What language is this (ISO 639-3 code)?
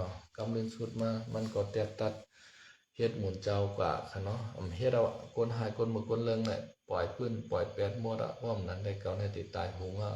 shn